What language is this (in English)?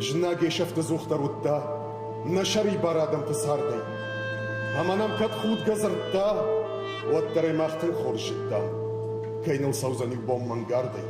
Ossetic